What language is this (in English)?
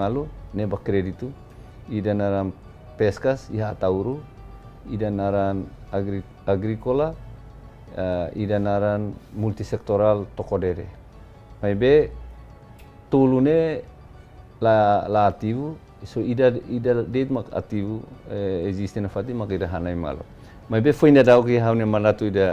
Tetum